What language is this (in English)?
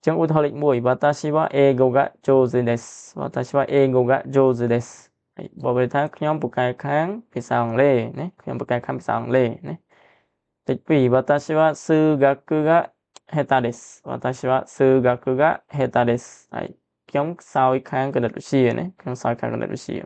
Khmer